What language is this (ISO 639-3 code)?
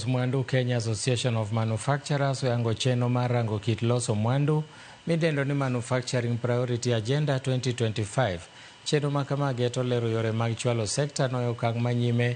luo